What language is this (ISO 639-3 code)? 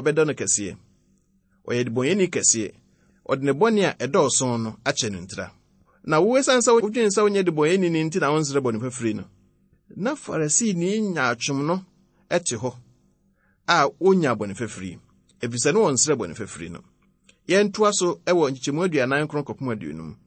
aka